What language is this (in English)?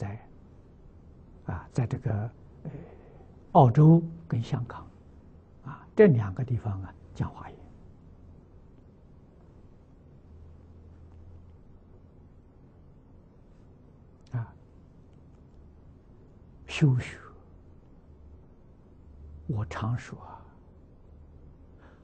Chinese